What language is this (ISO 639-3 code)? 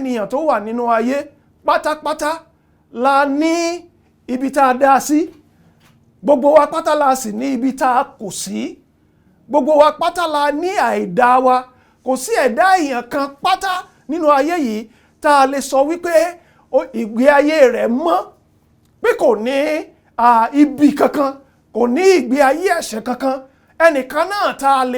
yor